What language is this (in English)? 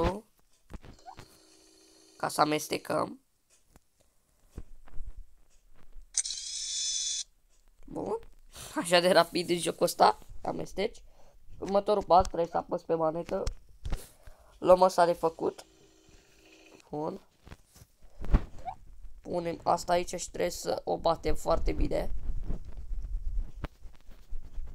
Romanian